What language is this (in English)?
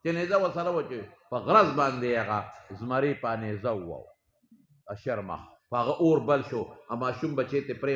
Pashto